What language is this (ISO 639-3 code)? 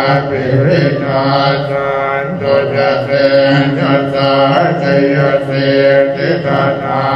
pli